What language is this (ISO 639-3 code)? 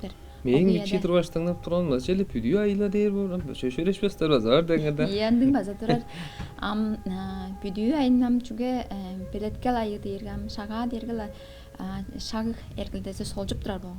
tyv